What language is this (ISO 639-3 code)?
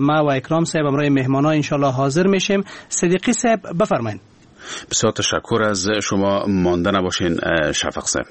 fas